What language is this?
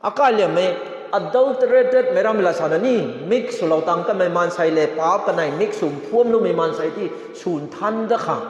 Rongmei Naga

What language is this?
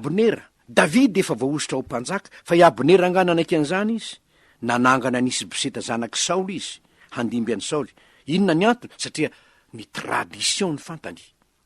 Malagasy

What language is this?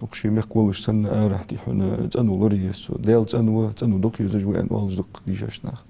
Ingush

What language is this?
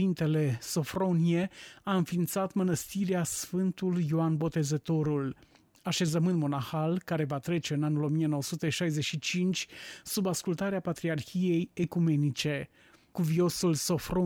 Romanian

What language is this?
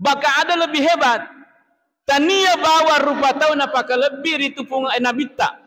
Buginese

